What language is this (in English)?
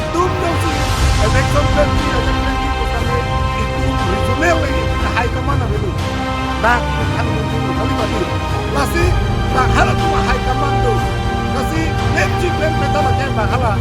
Karbi